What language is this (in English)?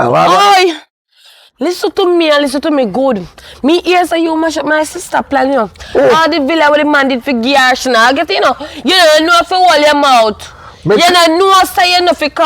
Jamaican Creole English